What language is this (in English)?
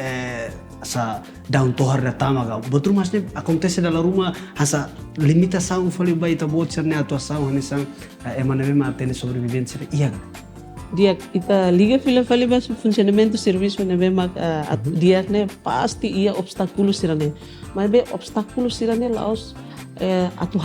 Tetum